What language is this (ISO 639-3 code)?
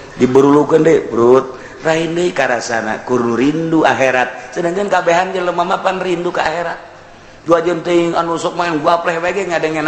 sun